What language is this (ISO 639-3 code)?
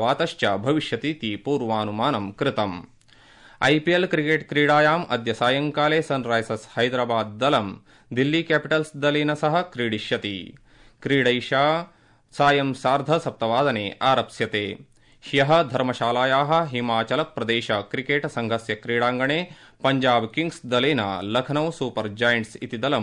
san